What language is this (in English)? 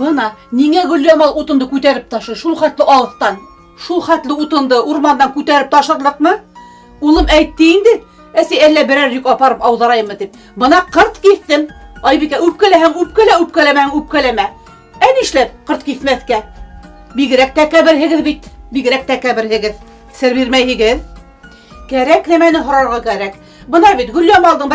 Bashkir